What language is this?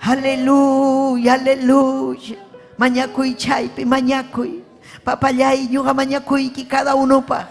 Ayacucho Quechua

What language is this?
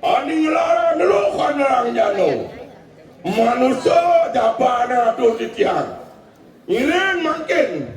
Balinese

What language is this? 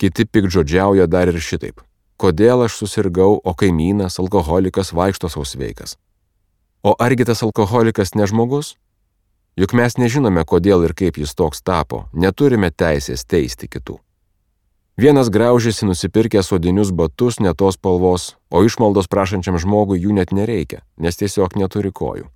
Lithuanian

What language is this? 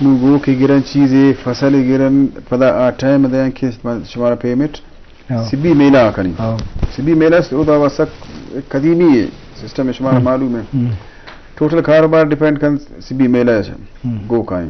Eastern Balochi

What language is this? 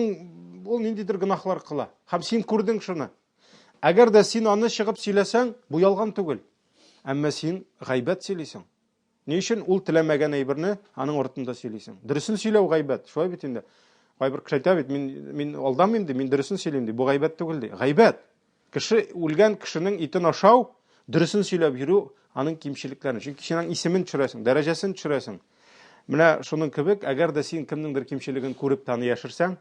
Tatar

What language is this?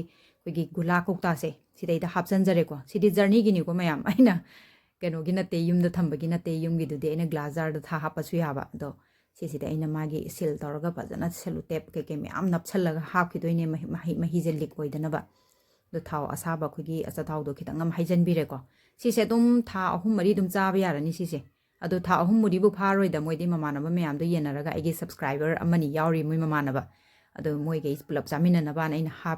Manipuri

